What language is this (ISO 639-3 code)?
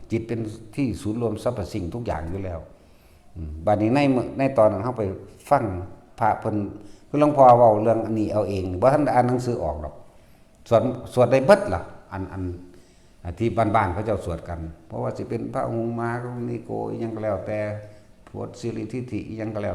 tts